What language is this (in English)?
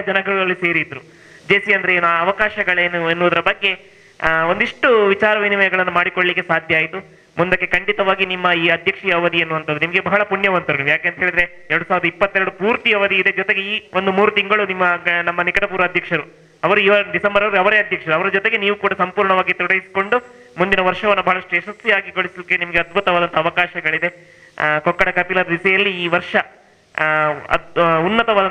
Kannada